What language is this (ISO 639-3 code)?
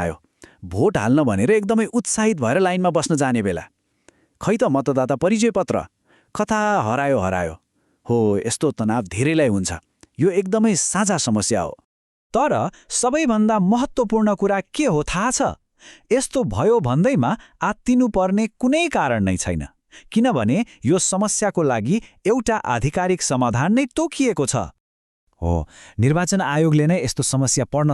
nep